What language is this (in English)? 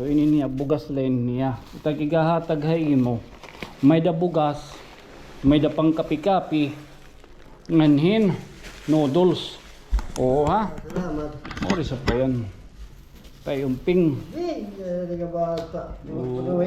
Waray